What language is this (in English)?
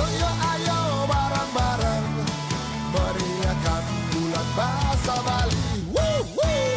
Balinese